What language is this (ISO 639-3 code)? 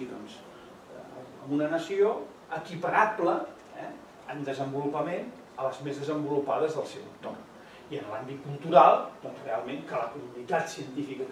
cat